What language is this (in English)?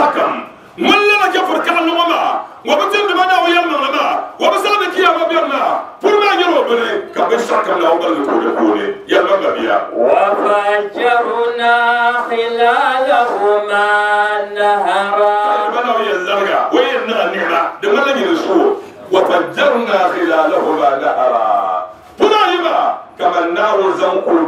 Dagbani